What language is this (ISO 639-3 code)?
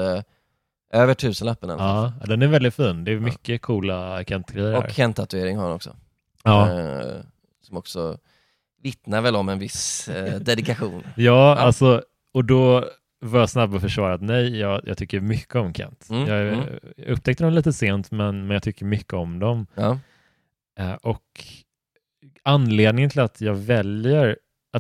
swe